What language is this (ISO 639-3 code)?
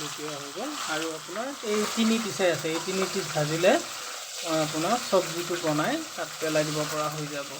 asm